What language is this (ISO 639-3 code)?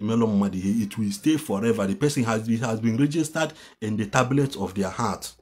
ibo